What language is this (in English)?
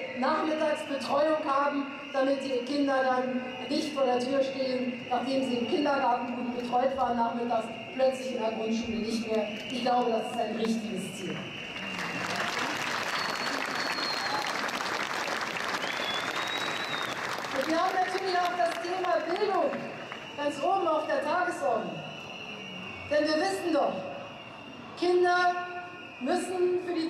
German